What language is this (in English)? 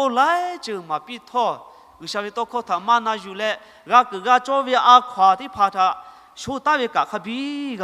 Lahu